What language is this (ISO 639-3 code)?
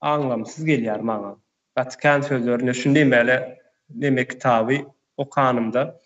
tuk